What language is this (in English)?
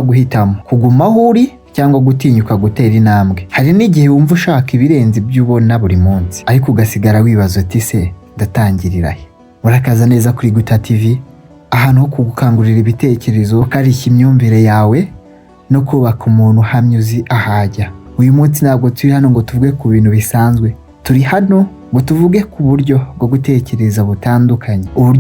Kinyarwanda